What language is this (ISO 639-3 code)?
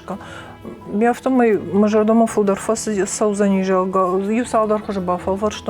oss